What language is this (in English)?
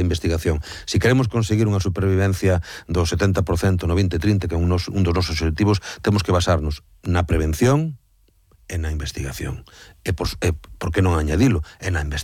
Galician